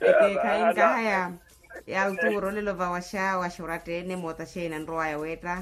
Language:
Makhuwa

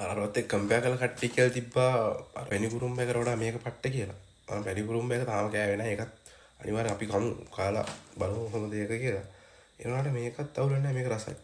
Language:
Sinhala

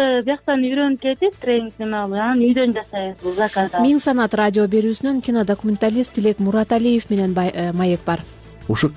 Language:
Kyrgyz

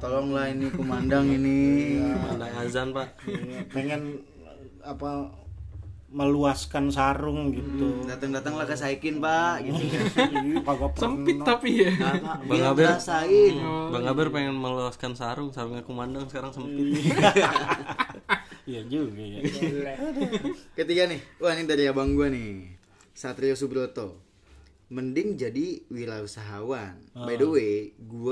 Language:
Indonesian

